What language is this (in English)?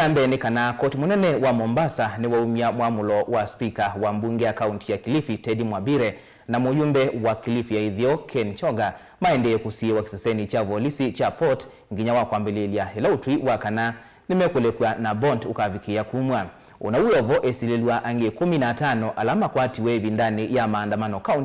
Kamba